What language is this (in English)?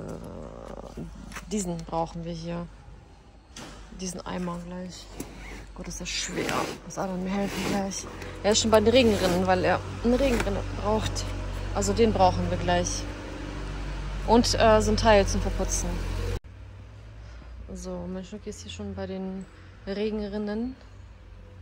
German